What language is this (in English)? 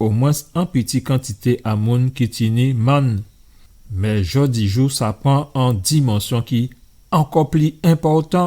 Guadeloupean Creole French